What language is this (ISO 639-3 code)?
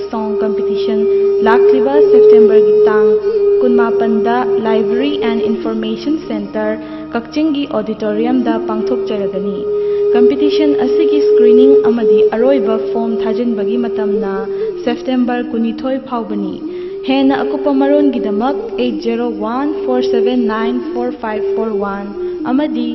mni